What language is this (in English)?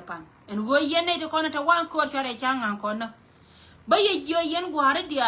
Nuer